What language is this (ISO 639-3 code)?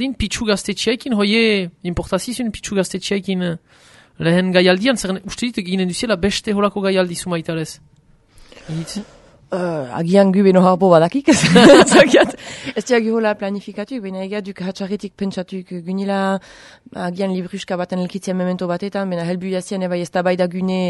eus